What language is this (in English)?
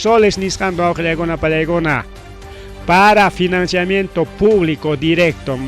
Ayacucho Quechua